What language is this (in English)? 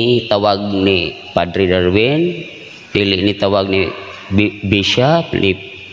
Cebuano